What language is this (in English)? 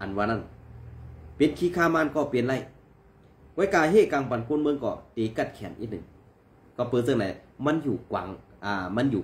Shan